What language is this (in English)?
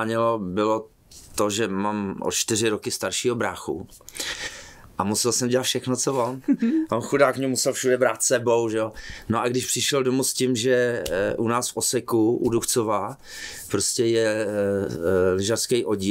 Czech